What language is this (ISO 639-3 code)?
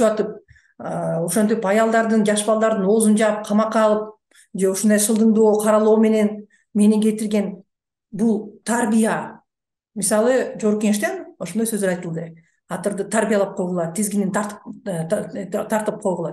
kir